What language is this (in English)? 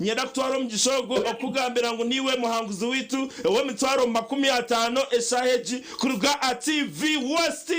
Nyankole